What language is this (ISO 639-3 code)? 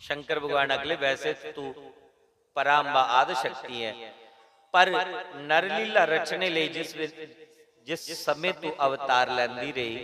doi